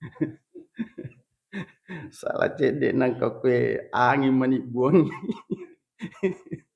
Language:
Buginese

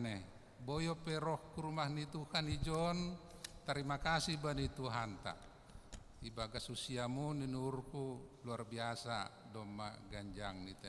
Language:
Batak Simalungun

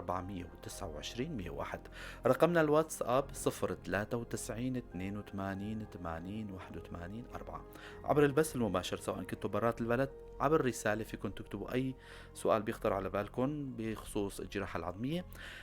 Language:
North Levantine Arabic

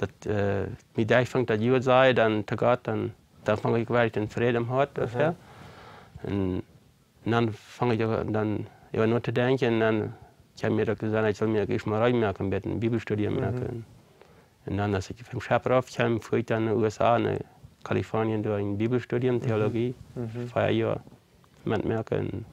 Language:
Plautdietsch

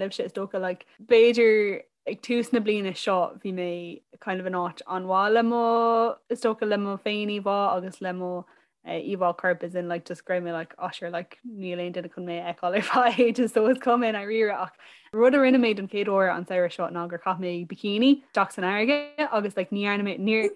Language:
Irish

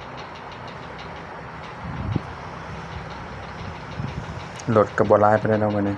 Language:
Lao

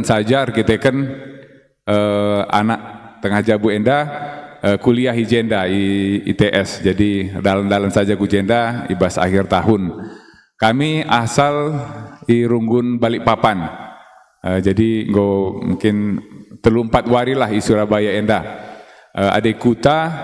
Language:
Batak Karo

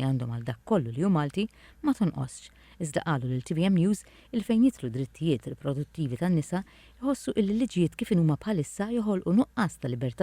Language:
Maltese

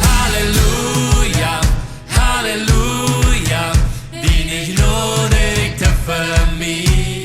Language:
Plautdietsch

